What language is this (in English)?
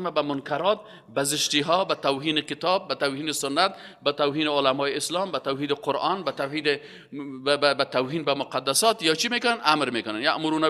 Persian